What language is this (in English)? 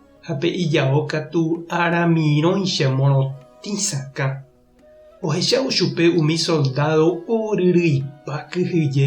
Guarani